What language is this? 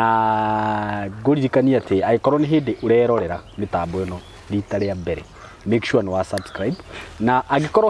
Kikuyu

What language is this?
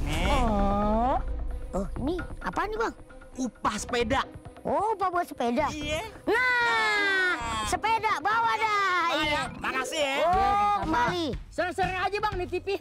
Betawi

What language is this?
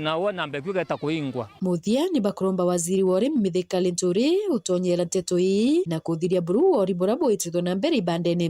Meru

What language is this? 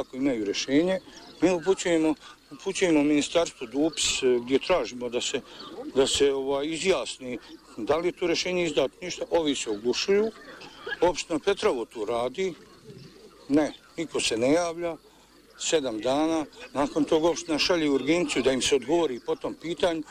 Bosnian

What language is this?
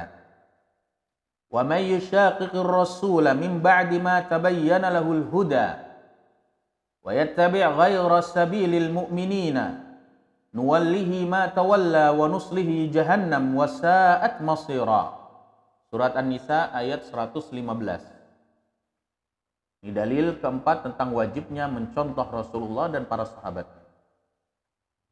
Indonesian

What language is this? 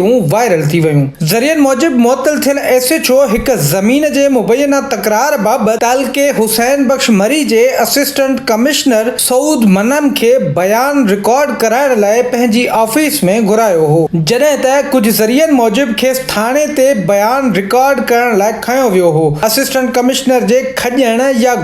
Sindhi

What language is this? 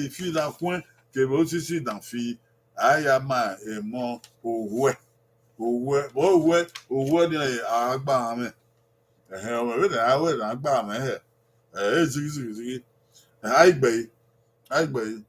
Bini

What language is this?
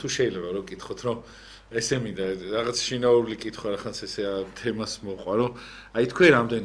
Georgian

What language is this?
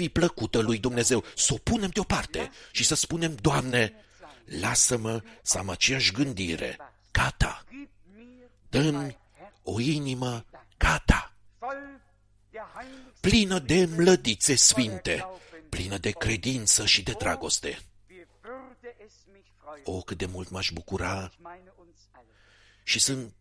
Romanian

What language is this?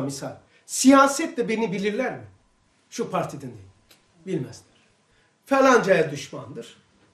Turkish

